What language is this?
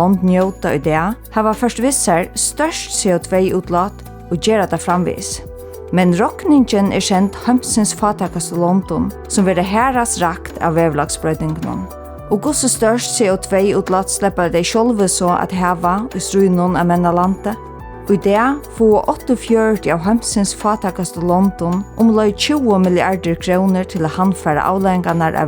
Faroese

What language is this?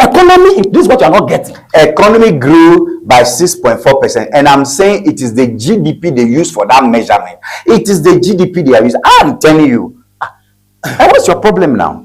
Ewe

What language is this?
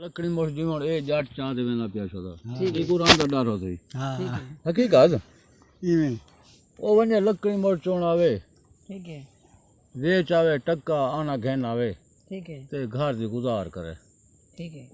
Saraiki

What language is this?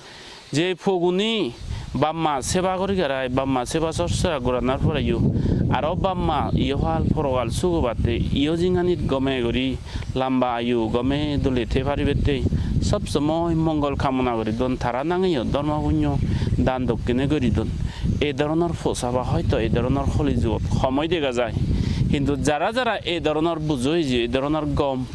Chakma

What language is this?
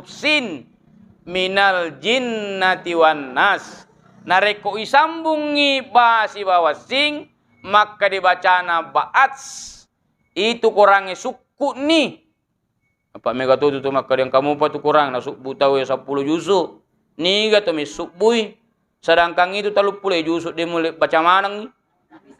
Buginese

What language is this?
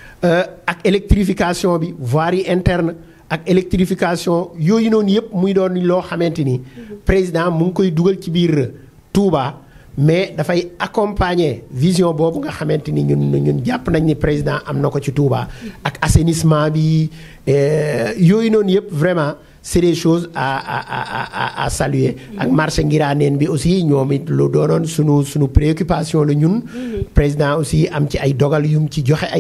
Wolof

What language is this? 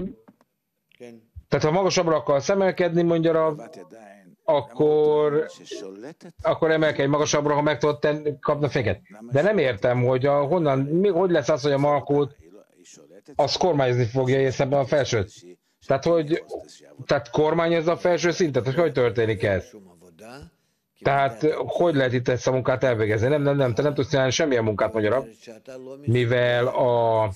Hungarian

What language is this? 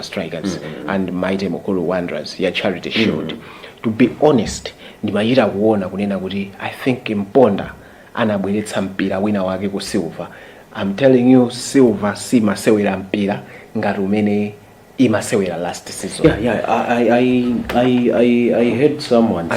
Nyanja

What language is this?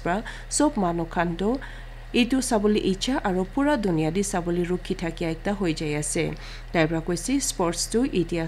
Naga Pidgin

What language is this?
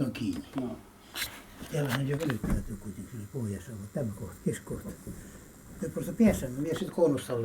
Karelian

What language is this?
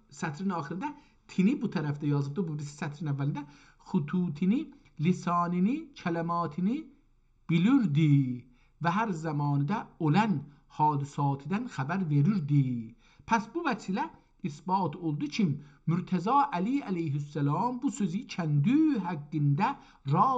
South Azerbaijani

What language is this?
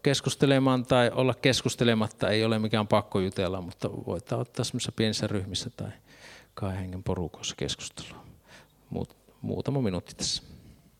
Finnish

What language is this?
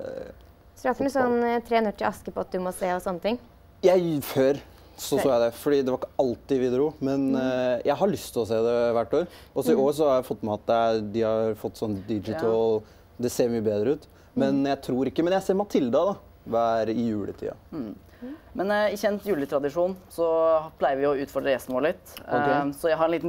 Norwegian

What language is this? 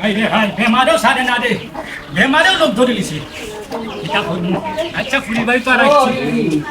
Sylheti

